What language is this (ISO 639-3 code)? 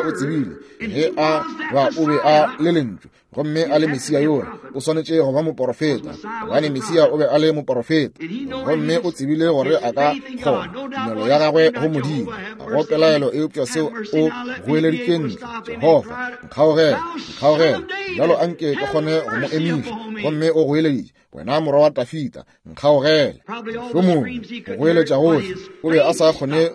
nso